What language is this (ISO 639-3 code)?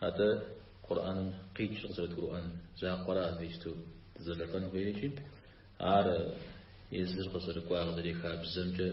kbd